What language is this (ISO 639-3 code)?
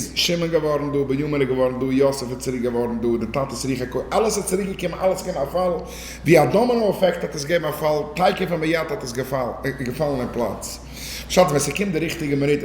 yid